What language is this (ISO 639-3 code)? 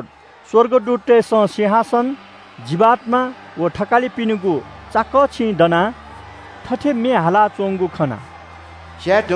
new